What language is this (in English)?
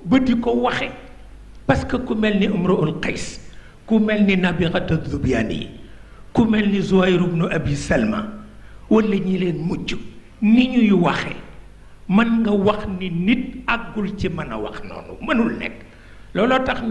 Wolof